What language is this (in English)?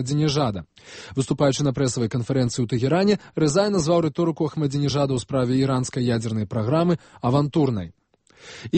Belarusian